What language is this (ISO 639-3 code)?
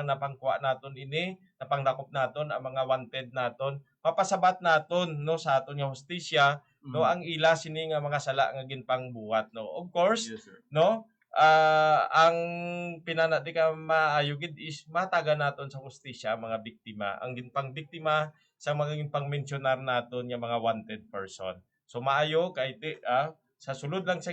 hil